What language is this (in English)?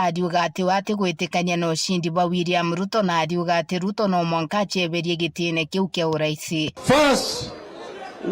Meru